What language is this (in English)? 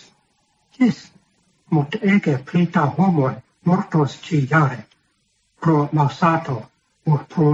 Esperanto